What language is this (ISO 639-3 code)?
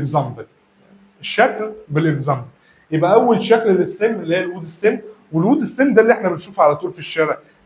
arz